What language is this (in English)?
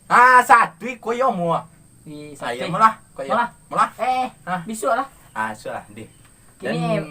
Minangkabau